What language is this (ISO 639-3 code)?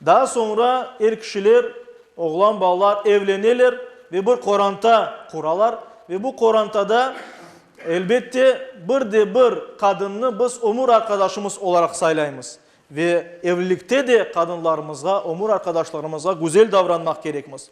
crh